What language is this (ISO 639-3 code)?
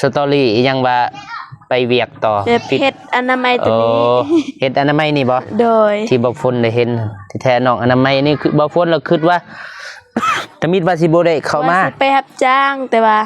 lao